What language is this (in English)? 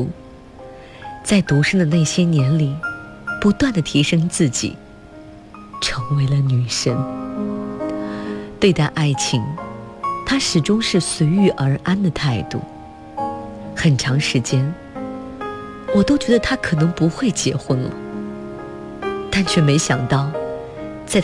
Chinese